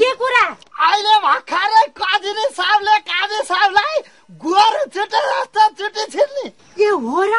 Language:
Nepali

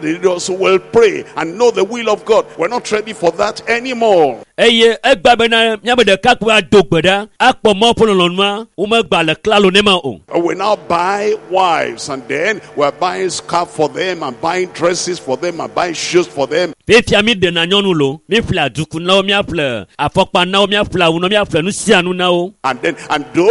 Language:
Ewe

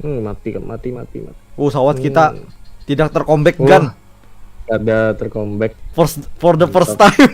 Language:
Banjar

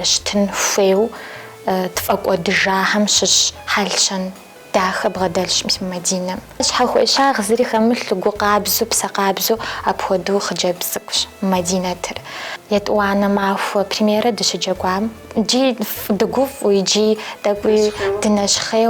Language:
Kabardian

